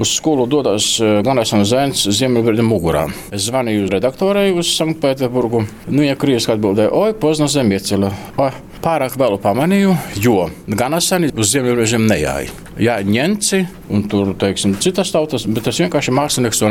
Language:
Latvian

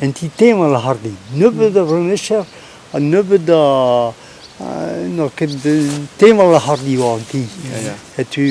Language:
Breton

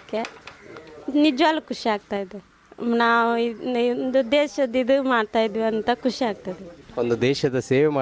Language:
Kannada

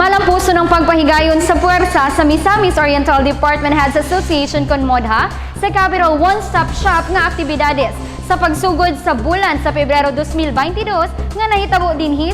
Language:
Cebuano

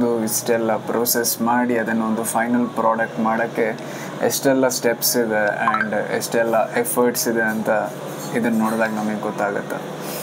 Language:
Kannada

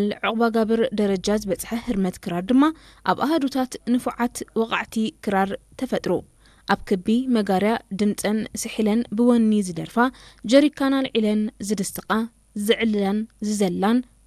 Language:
Tigrinya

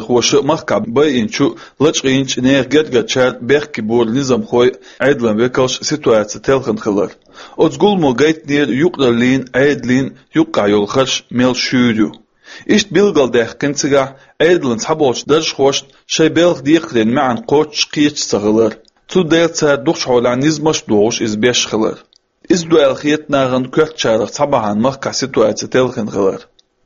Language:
Chechen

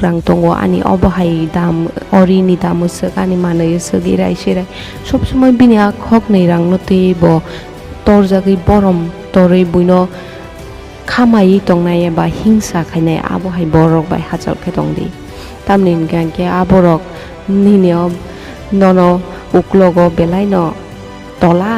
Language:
Kok Borok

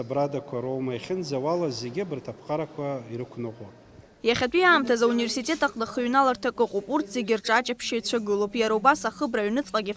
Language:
Abkhazian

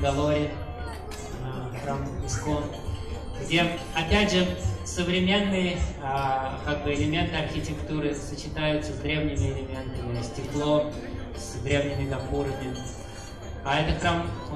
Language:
Russian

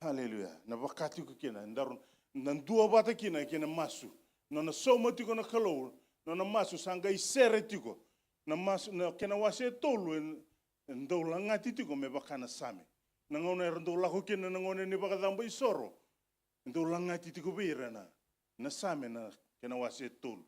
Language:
Fijian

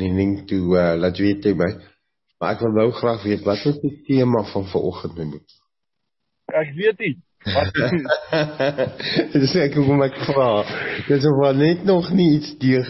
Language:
Afrikaans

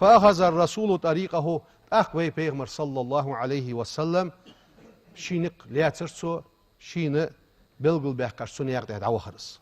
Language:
Ingush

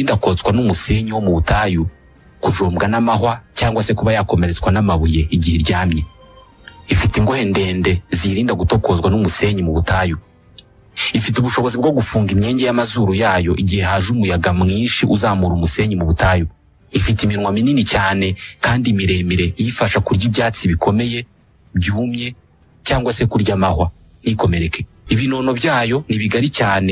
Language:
Kinyarwanda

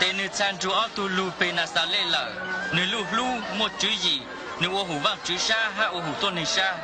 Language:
Hmong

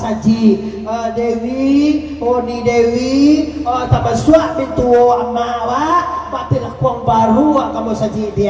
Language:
Minangkabau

